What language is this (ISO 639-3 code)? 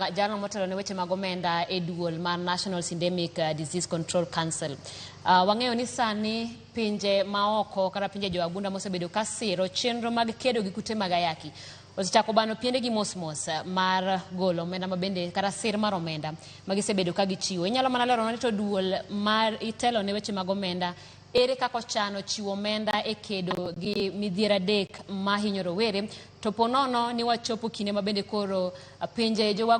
luo